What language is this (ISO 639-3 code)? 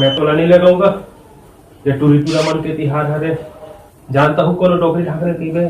hne